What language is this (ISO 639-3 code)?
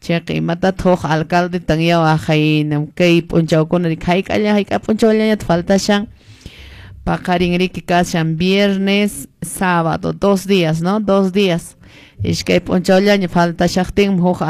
que